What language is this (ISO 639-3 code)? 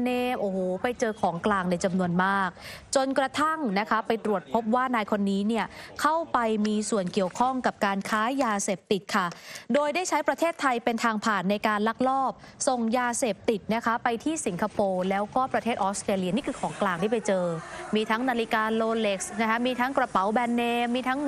tha